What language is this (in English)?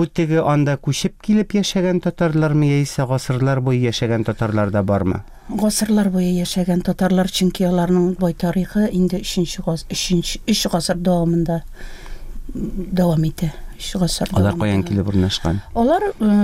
Tatar